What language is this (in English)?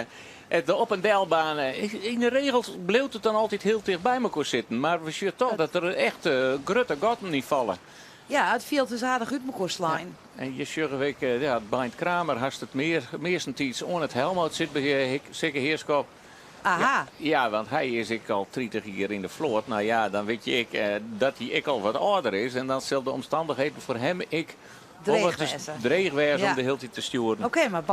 Western Frisian